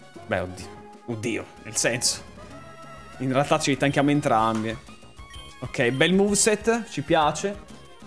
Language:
Italian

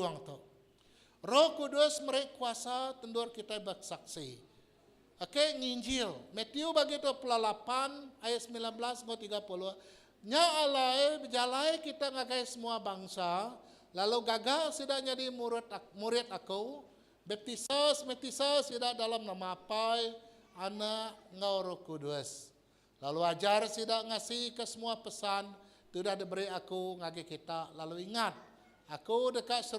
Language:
Iban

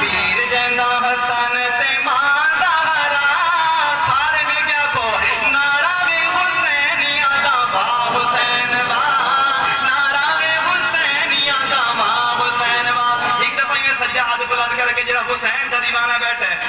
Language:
Saraiki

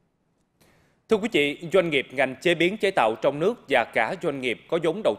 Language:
Vietnamese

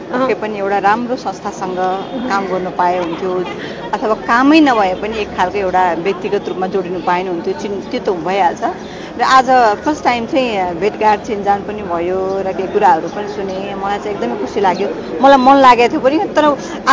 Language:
Nepali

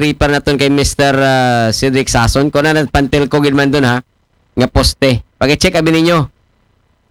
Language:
Aklanon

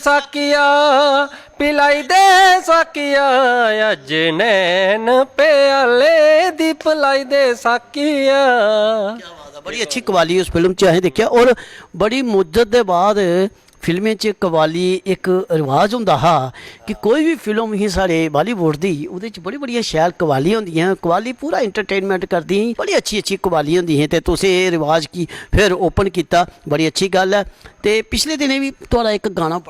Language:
Dogri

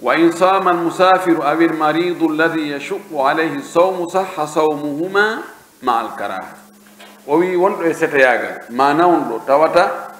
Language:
Pular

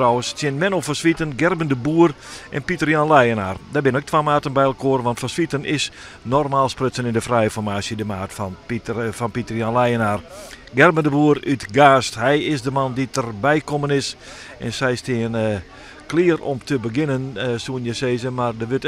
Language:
Western Frisian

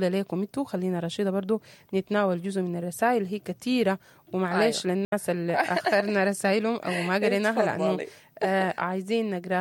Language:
Sudanese Arabic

